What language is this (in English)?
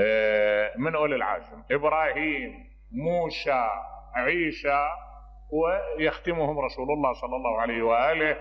Mesopotamian Arabic